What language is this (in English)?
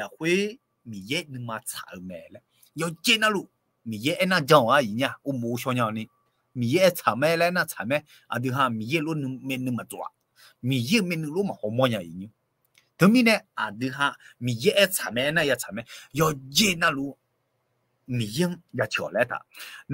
Akha